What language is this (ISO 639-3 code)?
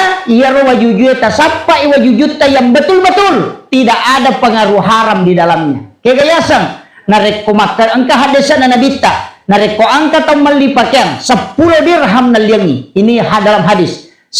bug